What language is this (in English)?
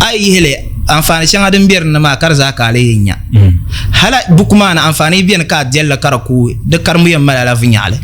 Dagbani